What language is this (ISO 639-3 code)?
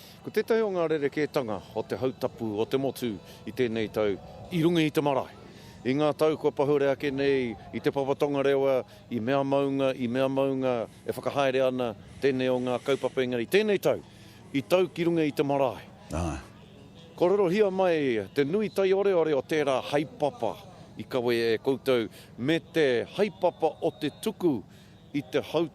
mri